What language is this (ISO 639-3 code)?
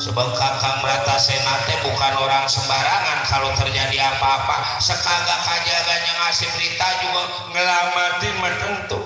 bew